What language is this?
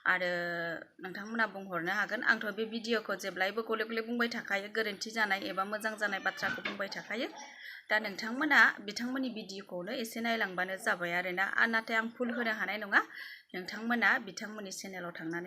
Bodo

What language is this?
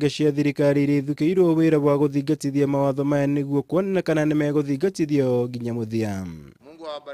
Kikuyu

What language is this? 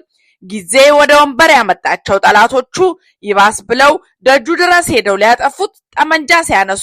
Amharic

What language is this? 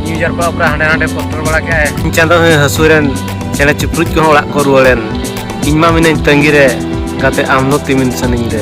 Santali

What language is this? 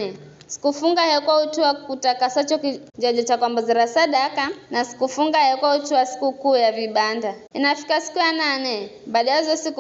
Giryama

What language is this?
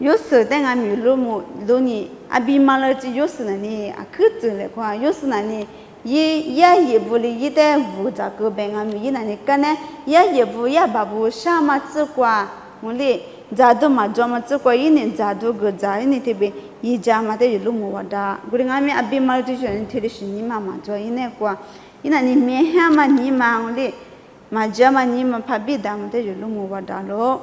Lisu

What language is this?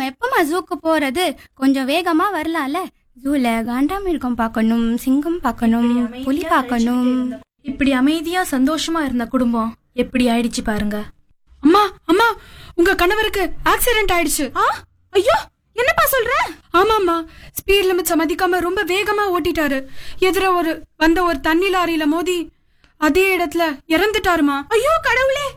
Tamil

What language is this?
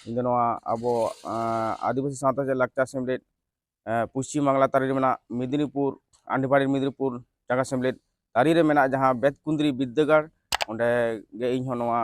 Santali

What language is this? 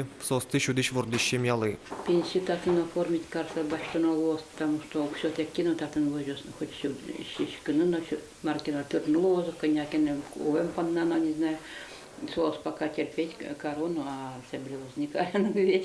Udmurt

